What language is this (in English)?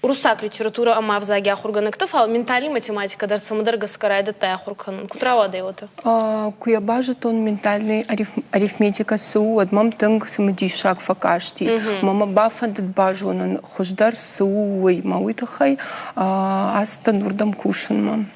Ossetic